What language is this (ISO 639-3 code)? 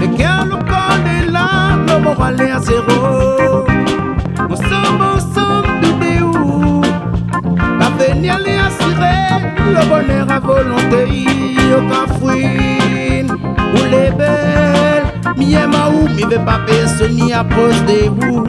rcf